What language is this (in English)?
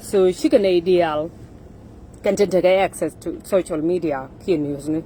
Nuer